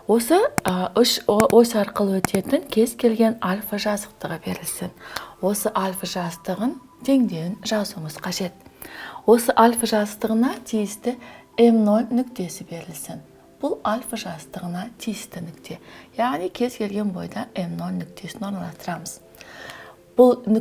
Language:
Kazakh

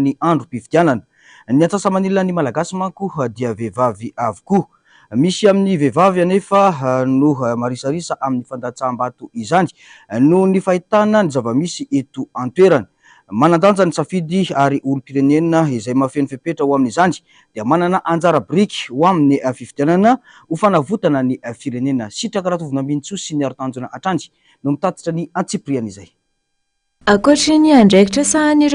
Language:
Malagasy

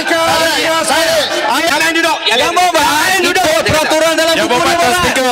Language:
Malay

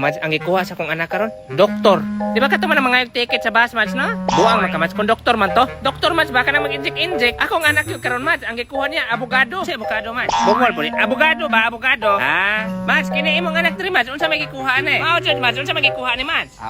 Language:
Cebuano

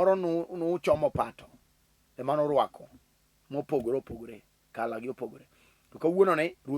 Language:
Luo (Kenya and Tanzania)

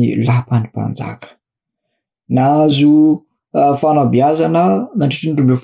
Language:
Malagasy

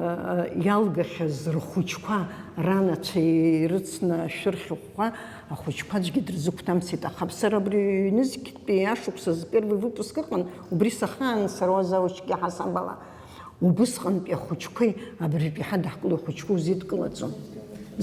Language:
Abkhazian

